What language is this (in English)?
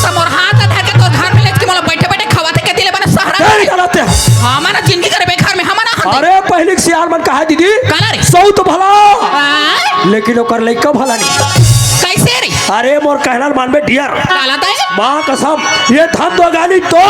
Chhattisgarhi